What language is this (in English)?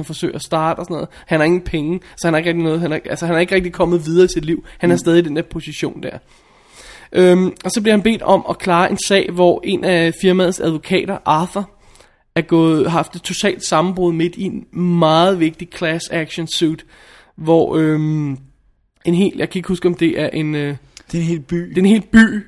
Danish